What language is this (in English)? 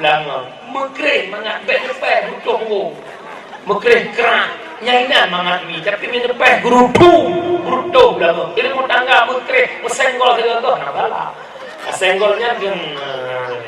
Achinese